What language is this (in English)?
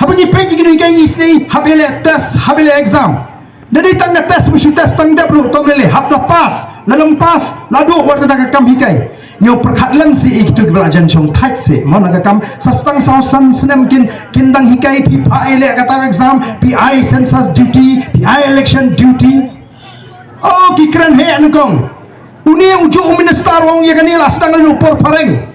Khasi